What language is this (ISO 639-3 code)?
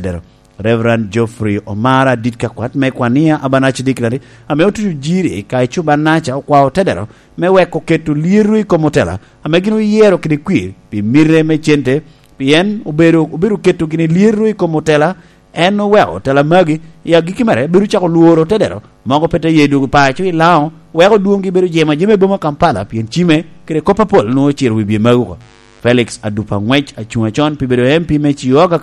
laj